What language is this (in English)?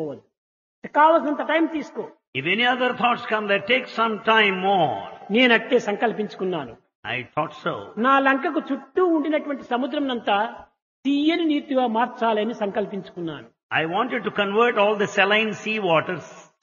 Telugu